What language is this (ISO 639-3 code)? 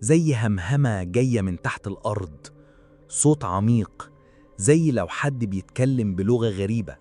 arz